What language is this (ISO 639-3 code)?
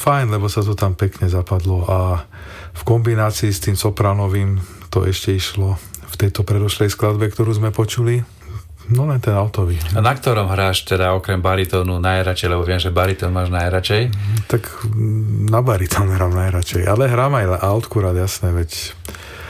slk